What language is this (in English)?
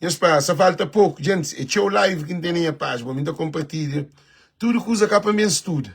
Kabuverdianu